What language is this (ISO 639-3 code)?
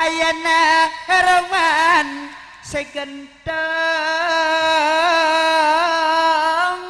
mad